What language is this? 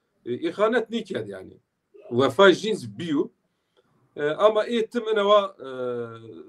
Zaza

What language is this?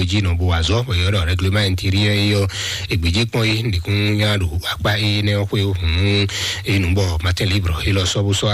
Fon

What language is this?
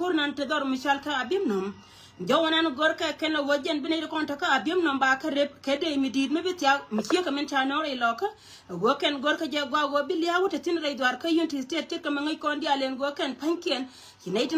Nuer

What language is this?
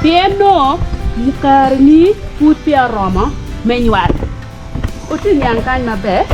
Acoli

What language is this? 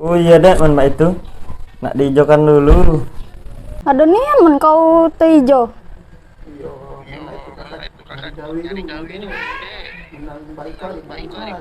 Musi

